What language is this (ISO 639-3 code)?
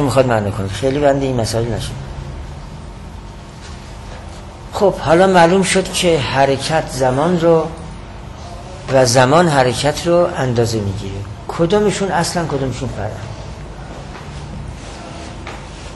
fas